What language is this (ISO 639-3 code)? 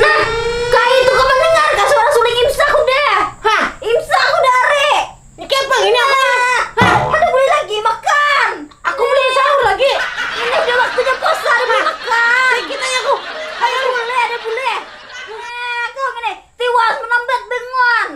bjn